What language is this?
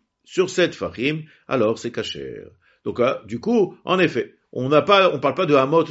French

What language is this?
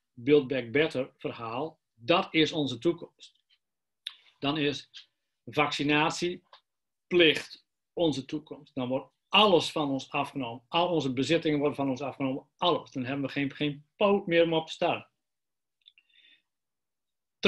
Dutch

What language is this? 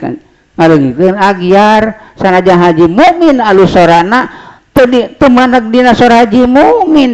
Sundanese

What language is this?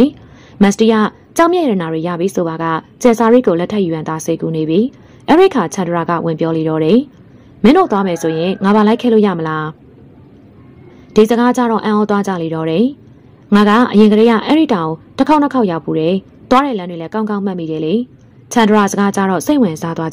Burmese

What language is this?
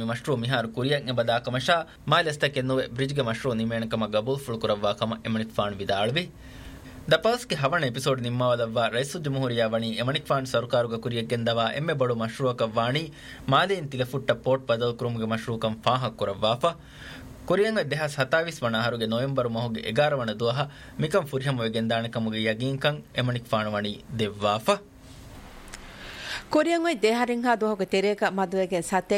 Divehi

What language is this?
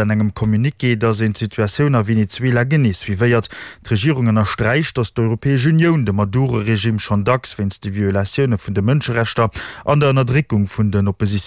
Luxembourgish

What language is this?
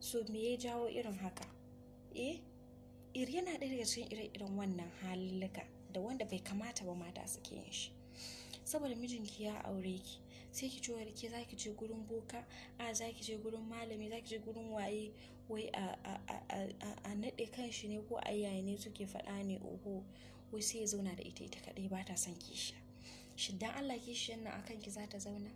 Hausa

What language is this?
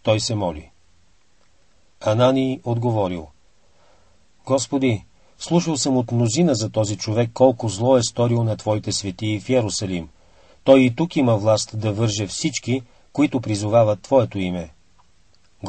Bulgarian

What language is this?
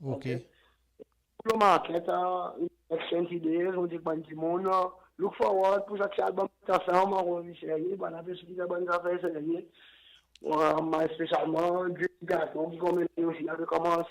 Seselwa Creole French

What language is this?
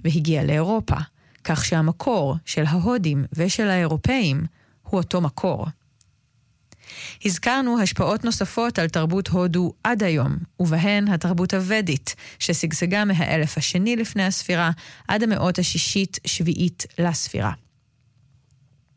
Hebrew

